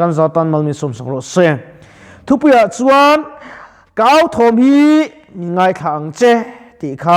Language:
Mizo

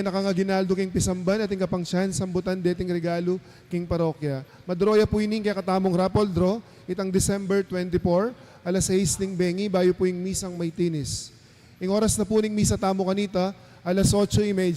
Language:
Pampanga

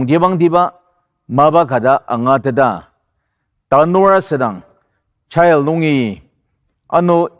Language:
Ao Naga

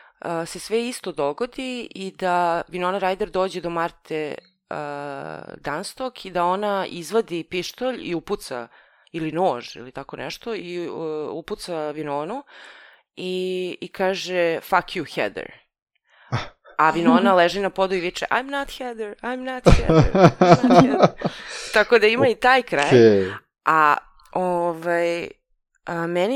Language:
Serbian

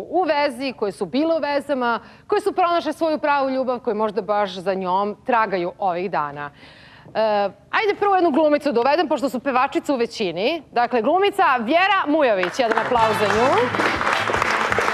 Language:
Serbian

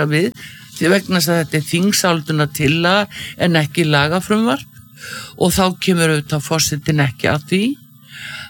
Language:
Icelandic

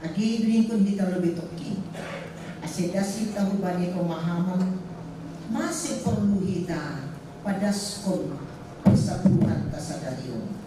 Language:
Batak Simalungun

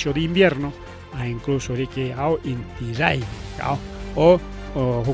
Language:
Ayacucho Quechua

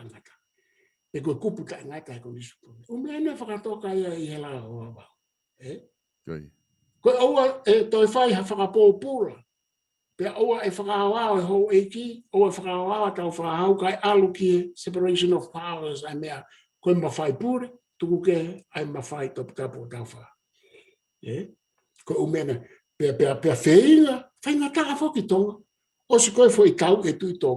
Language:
Tongan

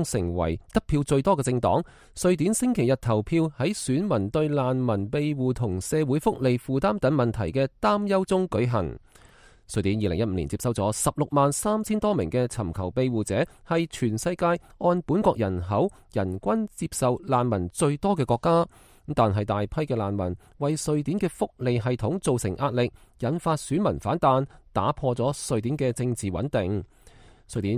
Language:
Cantonese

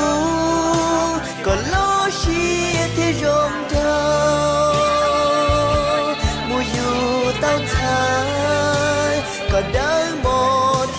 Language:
Hmong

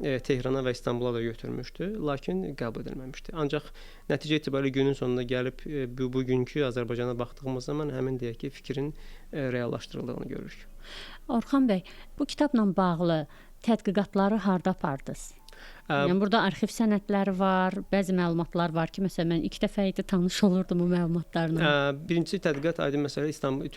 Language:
Azerbaijani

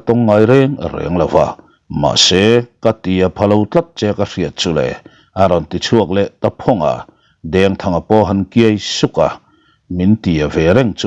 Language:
Mizo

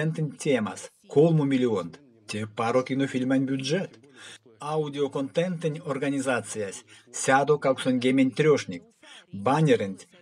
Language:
Erzya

